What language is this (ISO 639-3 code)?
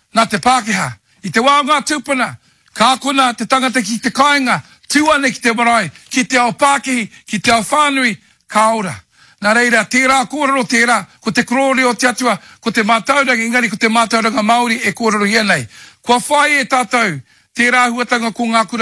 mri